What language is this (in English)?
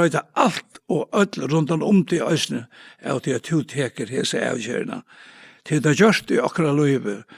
Faroese